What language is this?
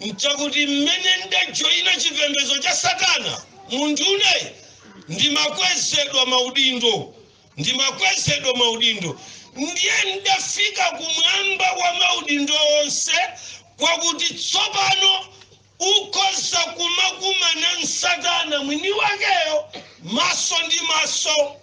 Nyanja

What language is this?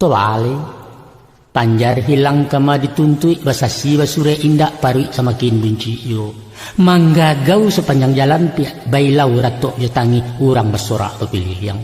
Minangkabau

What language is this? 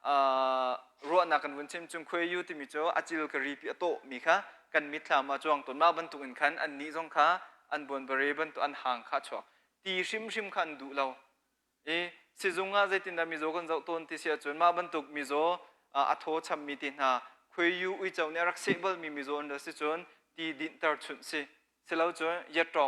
Hakha Chin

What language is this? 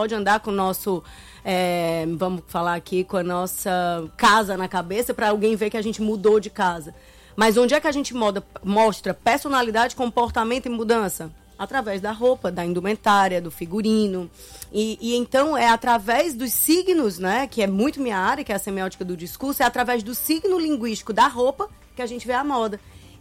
Portuguese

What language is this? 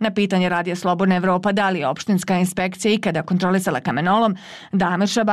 Bosnian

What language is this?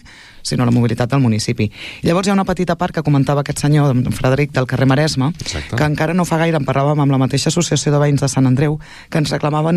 Catalan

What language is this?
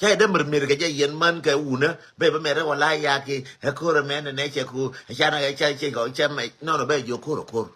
Nuer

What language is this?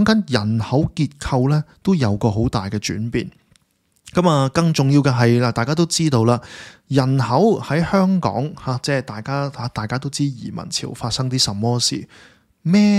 Cantonese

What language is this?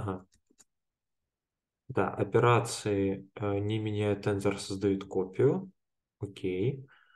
Russian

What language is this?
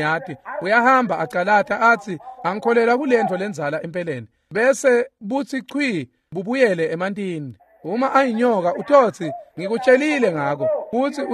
Swati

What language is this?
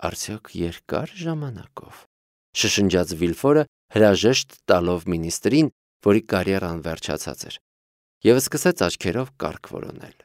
Armenian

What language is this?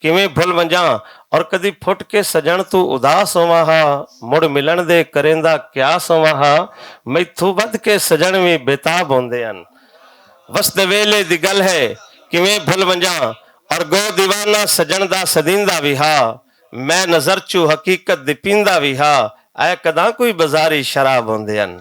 Western Panjabi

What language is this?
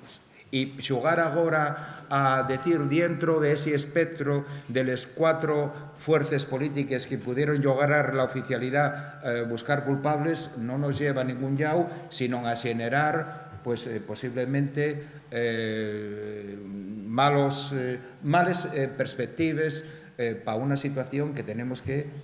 Asturian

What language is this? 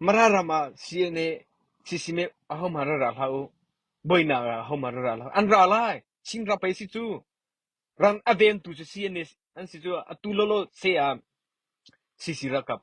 Hakha Chin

